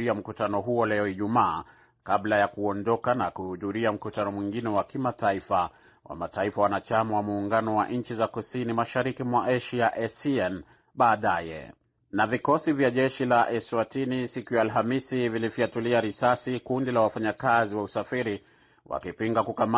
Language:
Swahili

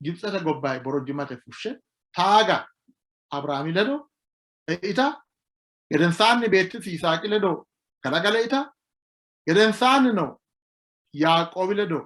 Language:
Sidamo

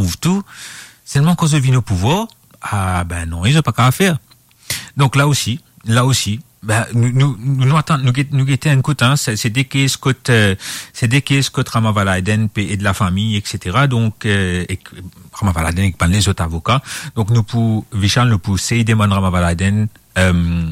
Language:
Morisyen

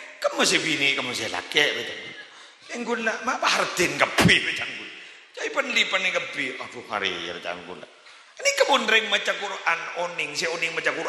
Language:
Madurese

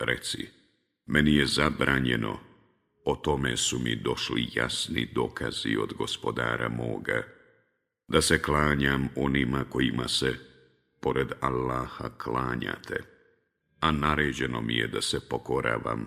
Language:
Bosnian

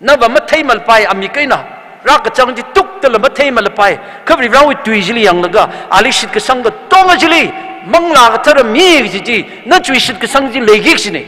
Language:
Tangkhul Naga (India)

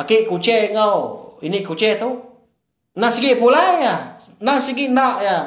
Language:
Iban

